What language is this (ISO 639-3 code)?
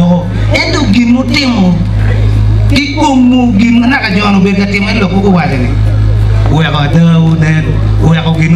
ach